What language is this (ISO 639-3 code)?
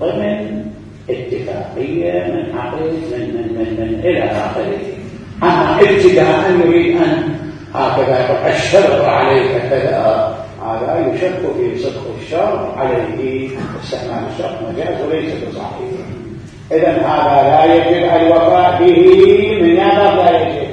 acm